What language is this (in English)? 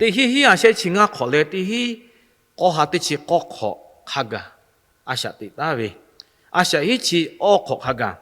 Lahu